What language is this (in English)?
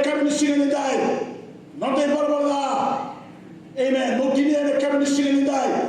Fijian